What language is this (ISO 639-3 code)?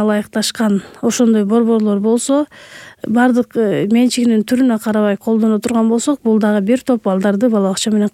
kir